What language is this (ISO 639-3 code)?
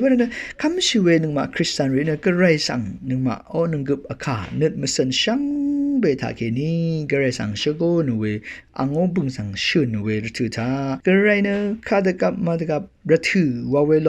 raw